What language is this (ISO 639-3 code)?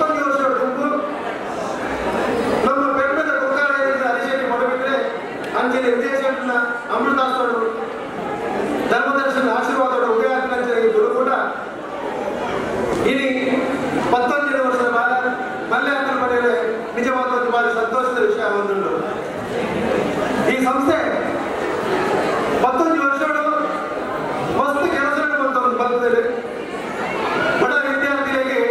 kan